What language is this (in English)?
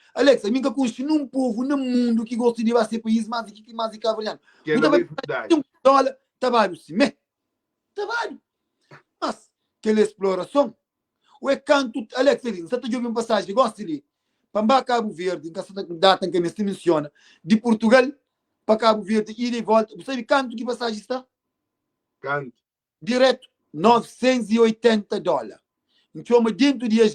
Kabuverdianu